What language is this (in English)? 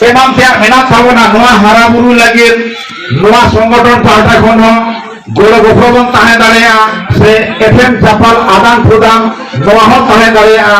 Santali